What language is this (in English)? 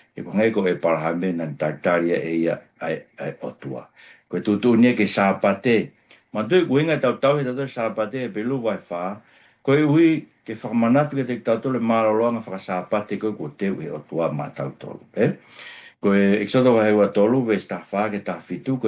Tongan